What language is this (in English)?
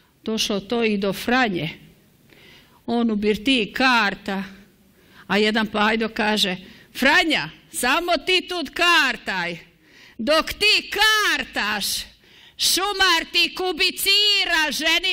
Croatian